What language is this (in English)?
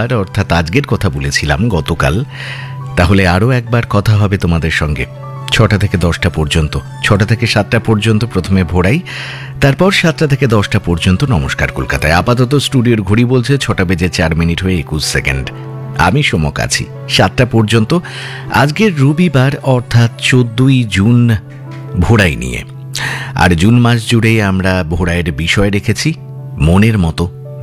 Bangla